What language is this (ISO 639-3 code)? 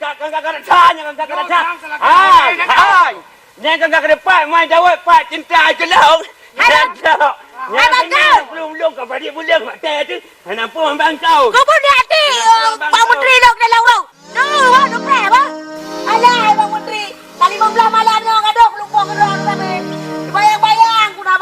ace